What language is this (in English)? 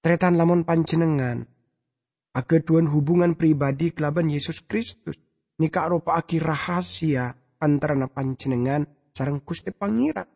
Madurese